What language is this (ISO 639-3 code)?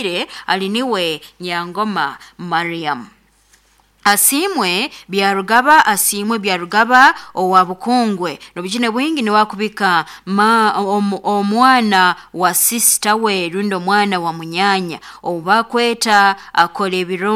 nyn